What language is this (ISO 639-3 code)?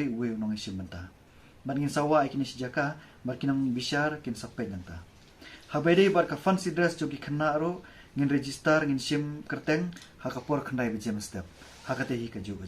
kha